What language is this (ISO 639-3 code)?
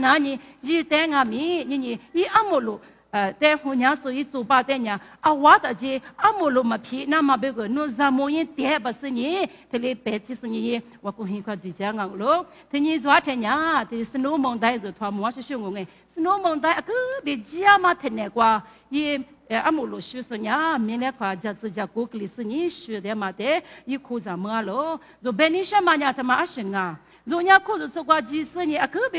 lis